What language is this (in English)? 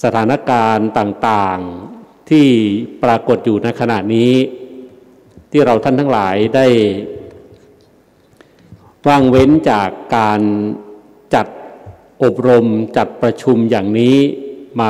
Thai